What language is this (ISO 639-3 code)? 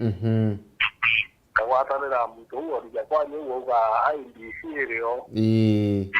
mer